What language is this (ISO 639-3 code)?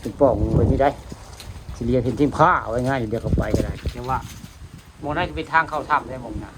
tts